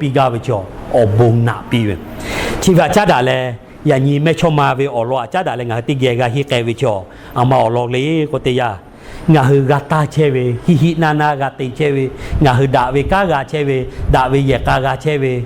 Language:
Lahu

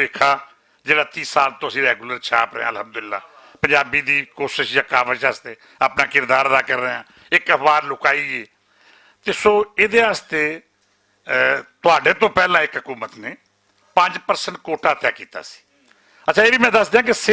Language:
Western Panjabi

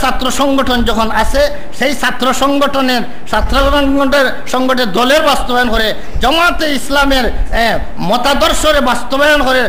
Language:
Sylheti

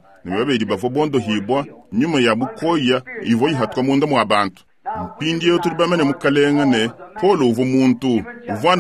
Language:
Luba-Lulua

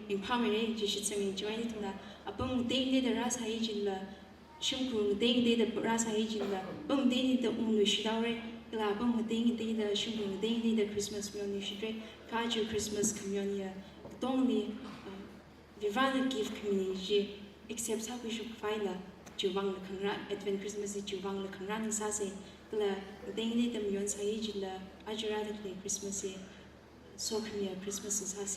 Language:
Tangkhul Naga (India)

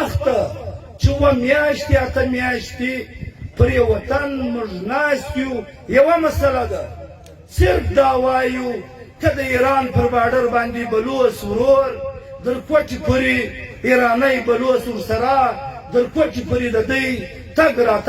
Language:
Pashto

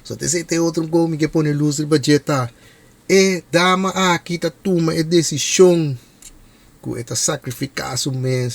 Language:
Papiamento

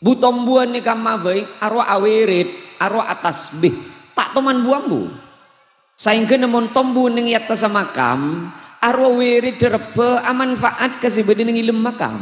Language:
Madurese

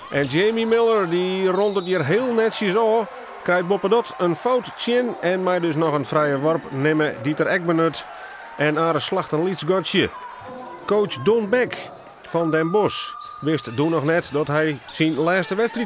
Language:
Western Frisian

